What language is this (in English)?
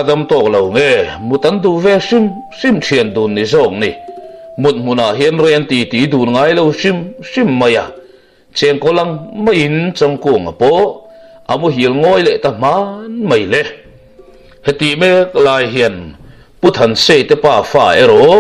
Mizo